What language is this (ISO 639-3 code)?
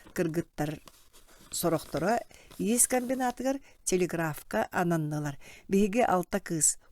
sah